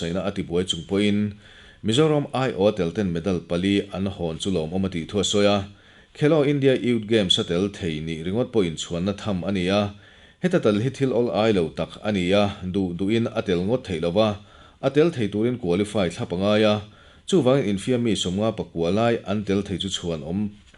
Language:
Mizo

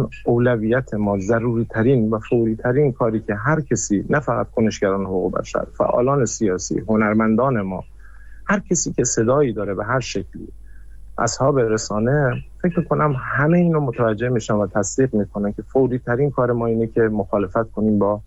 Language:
Persian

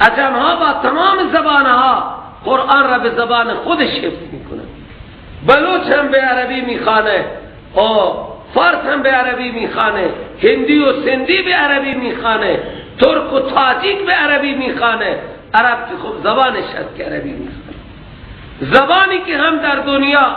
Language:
Persian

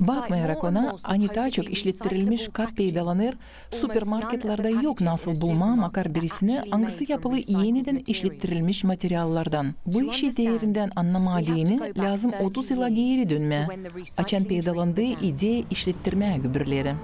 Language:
Gagauz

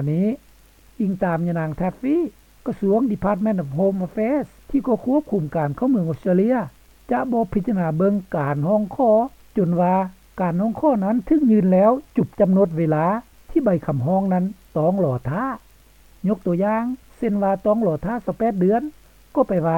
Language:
Lao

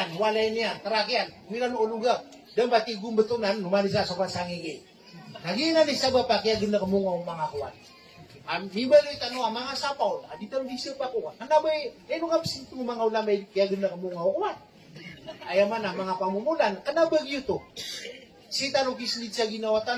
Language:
Maranao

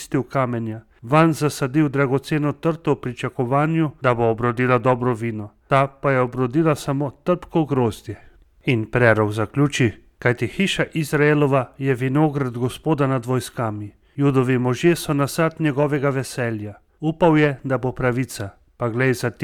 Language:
Slovenian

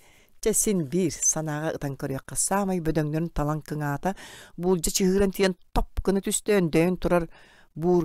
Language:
Yakut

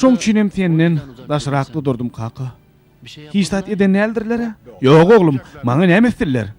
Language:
Turkmen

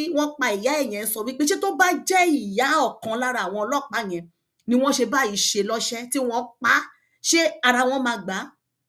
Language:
Yoruba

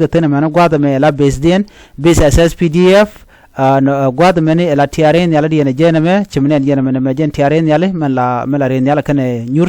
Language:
Nuer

